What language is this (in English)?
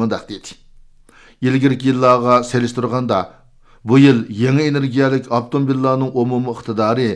Uyghur